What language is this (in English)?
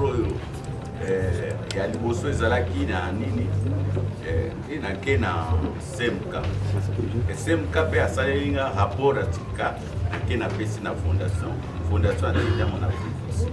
Lingala